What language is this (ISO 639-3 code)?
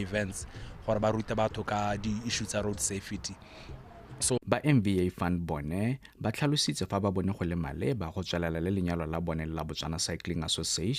tsn